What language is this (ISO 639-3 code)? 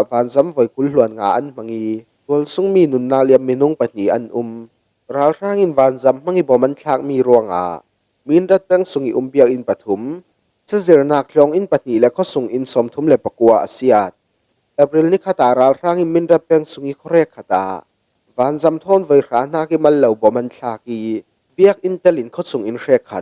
cfm